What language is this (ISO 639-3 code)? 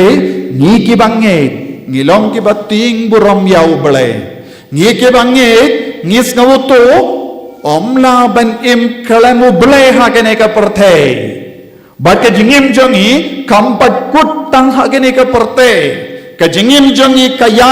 kha